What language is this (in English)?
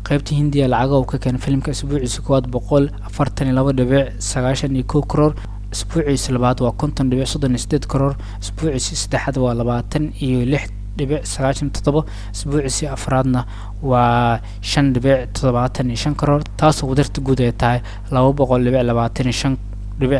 Somali